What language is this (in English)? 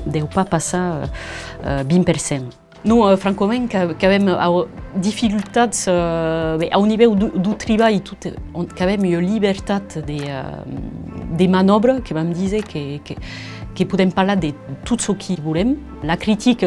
Occitan